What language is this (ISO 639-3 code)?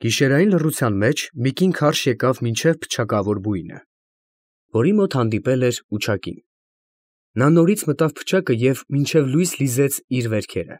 hye